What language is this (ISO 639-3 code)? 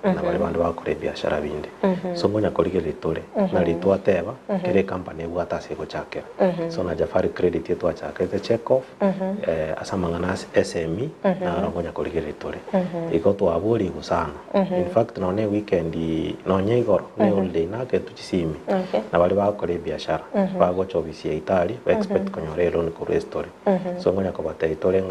guz